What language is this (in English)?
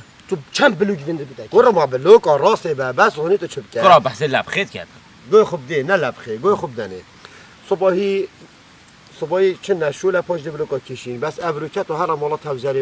Kurdish